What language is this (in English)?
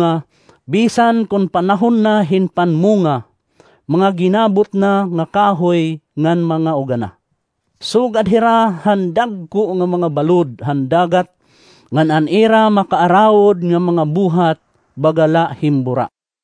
Waray